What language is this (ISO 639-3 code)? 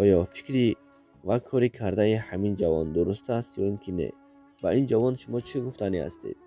tgk